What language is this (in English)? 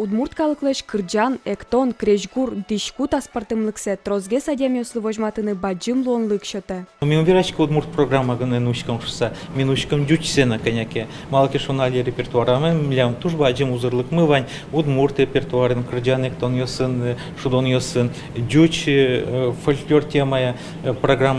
Udmurt